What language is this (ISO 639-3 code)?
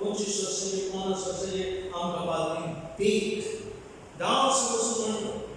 kok